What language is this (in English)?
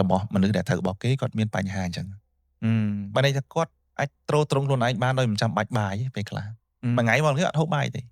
Khmer